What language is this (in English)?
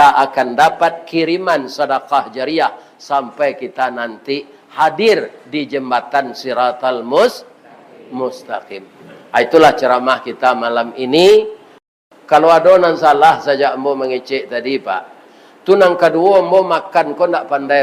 Minangkabau